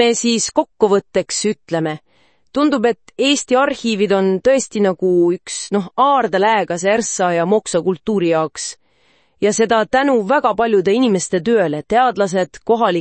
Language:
Estonian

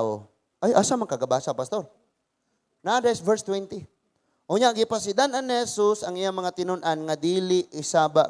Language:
Cebuano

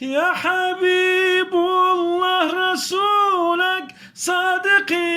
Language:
Kurdish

